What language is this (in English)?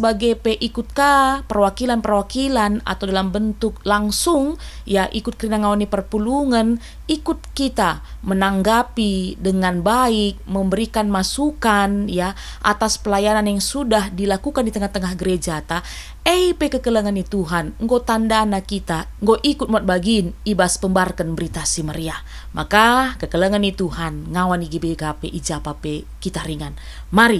Batak Karo